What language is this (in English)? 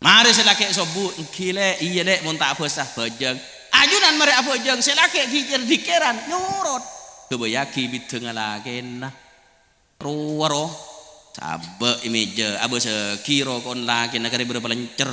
Madurese